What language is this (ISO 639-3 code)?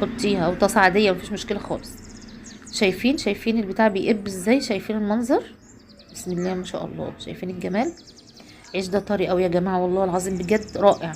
arz